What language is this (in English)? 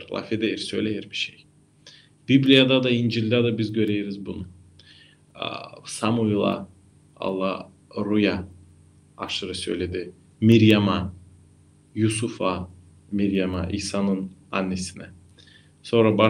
Gagauz